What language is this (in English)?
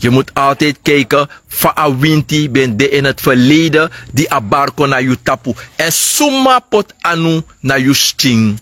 Sranan Tongo